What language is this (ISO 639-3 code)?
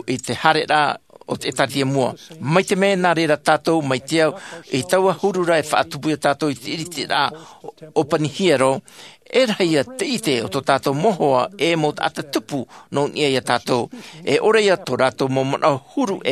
tah